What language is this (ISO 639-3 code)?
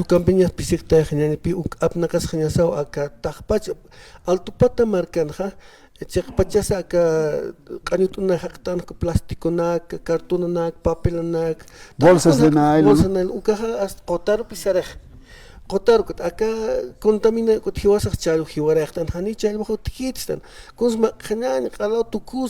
aym